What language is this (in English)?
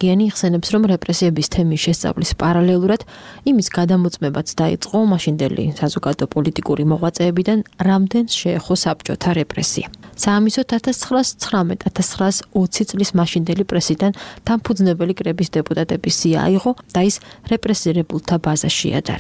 Georgian